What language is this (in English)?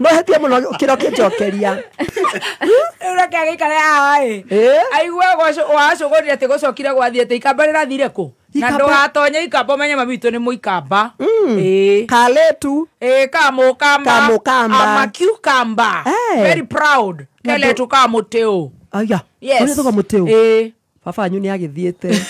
Kikuyu